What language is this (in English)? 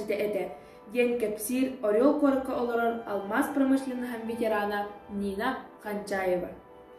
Yakut